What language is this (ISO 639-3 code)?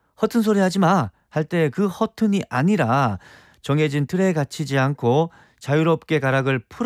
kor